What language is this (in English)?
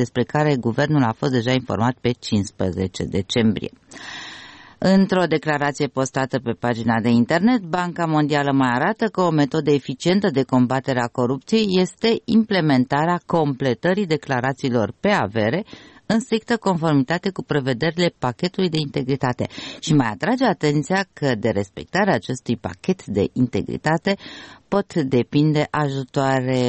Romanian